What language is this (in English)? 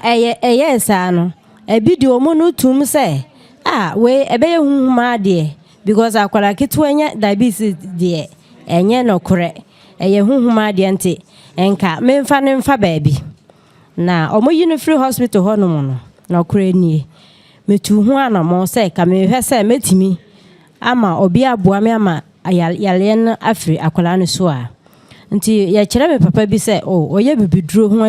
Akan